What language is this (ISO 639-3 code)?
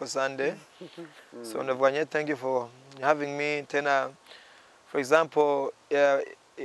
run